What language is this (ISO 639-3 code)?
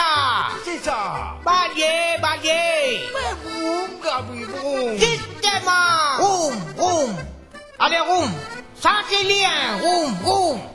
mfe